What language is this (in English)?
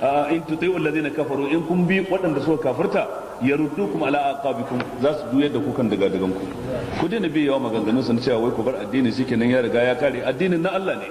Hausa